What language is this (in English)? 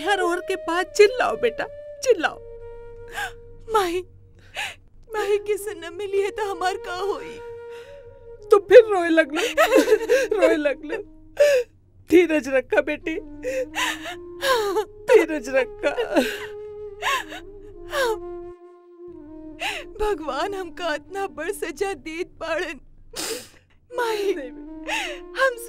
Bhojpuri